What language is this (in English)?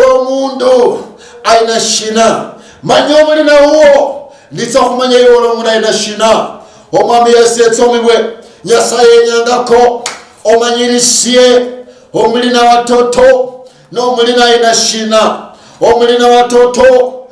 Luyia